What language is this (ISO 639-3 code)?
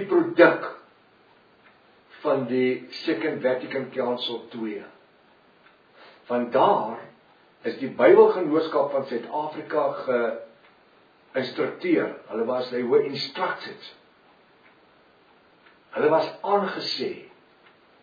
afr